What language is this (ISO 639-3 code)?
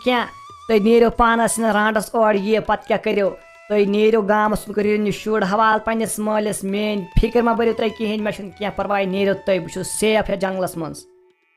kas